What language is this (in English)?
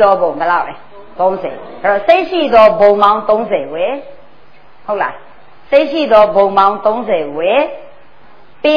Burmese